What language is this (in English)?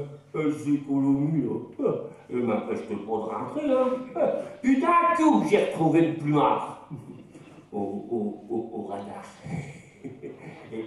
Picard